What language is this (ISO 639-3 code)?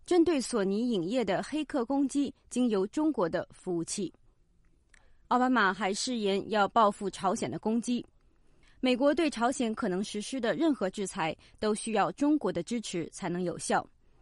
zho